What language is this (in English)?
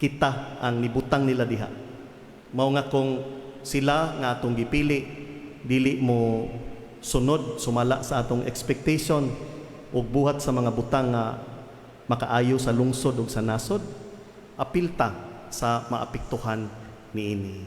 Cebuano